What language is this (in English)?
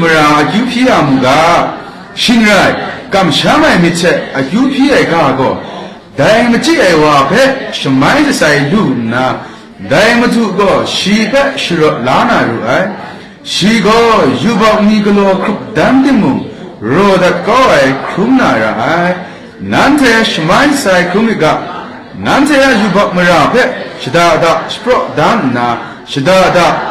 Kachin